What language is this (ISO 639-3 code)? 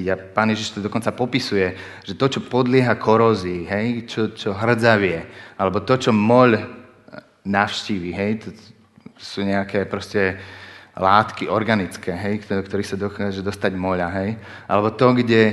slk